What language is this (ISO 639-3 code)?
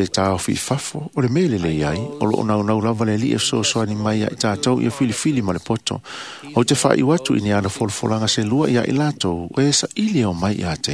smo